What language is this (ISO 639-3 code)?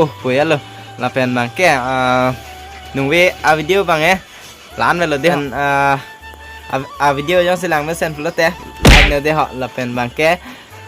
mjw